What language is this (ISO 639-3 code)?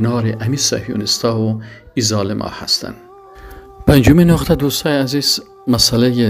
fas